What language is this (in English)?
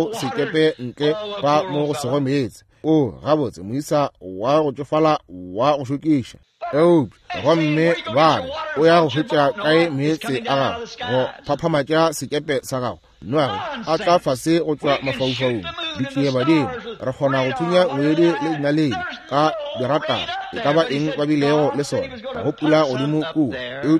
Northern Sotho